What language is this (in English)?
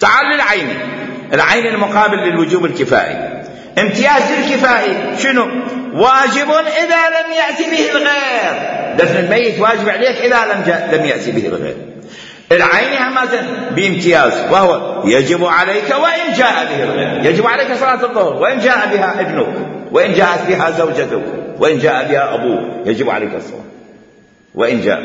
Mesopotamian Arabic